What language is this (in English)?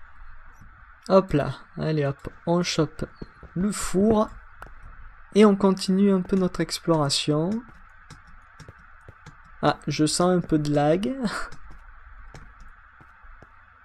French